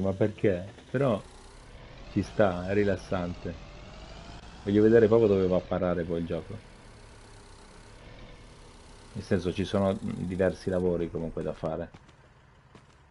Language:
Italian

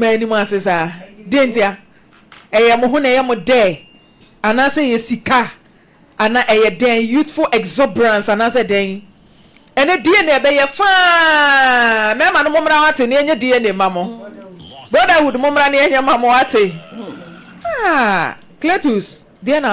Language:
Akan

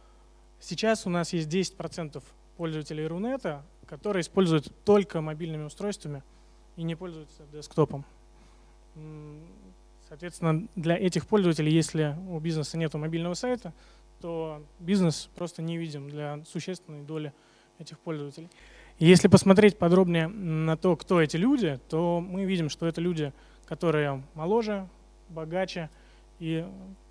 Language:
Russian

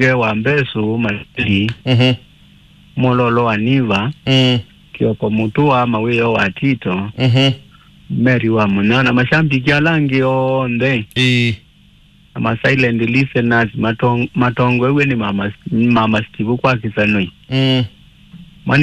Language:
Kamba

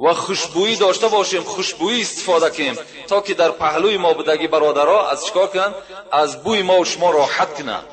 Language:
Tajik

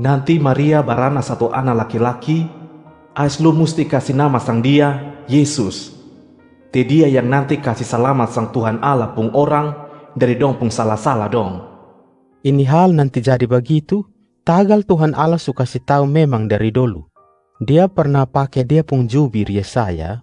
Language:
Kupang Malay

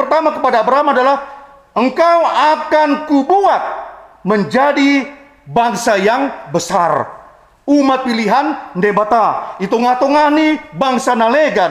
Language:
Batak Simalungun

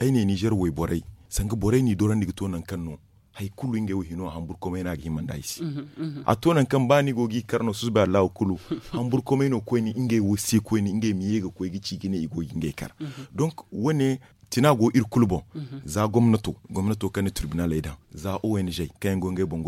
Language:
Zarma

